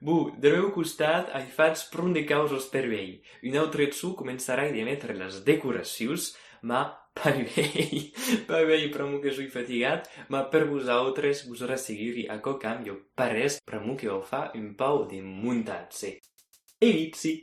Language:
Occitan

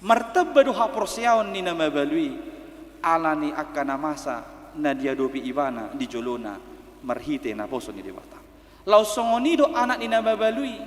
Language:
Batak Toba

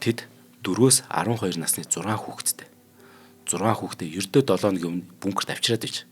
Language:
Mongolian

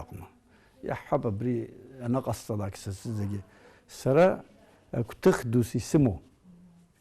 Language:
Abkhazian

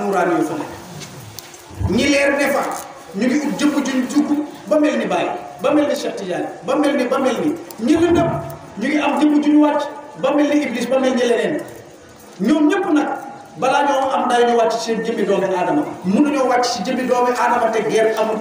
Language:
Wolof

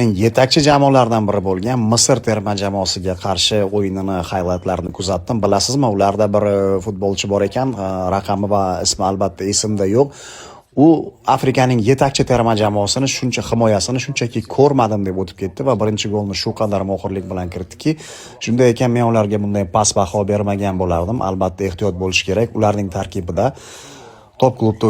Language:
Uzbek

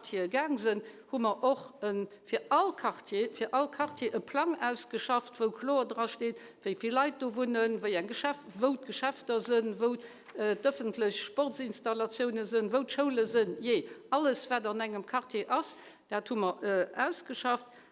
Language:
Luxembourgish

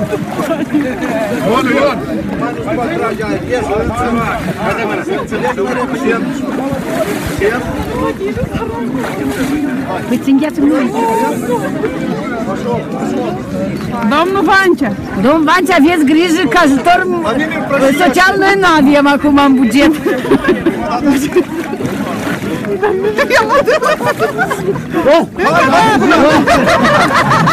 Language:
Romanian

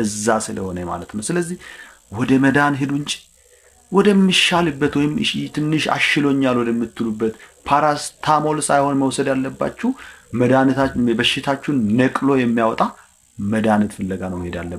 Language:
Amharic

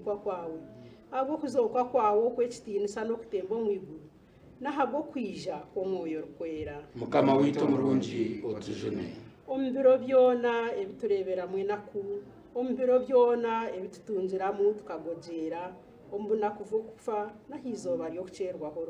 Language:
Nyankole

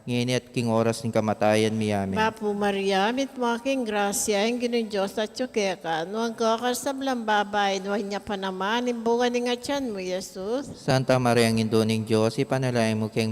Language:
Pampanga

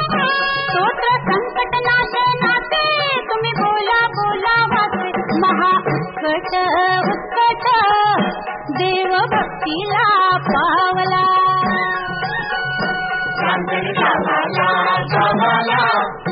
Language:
Marathi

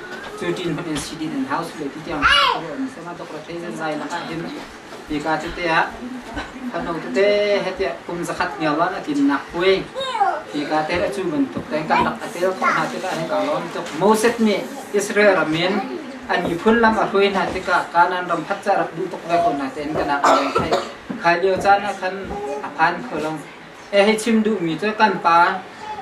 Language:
Hakha Chin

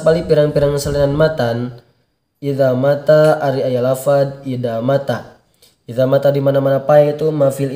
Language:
Sundanese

